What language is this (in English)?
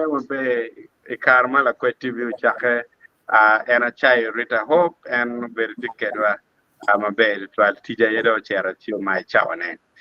Acoli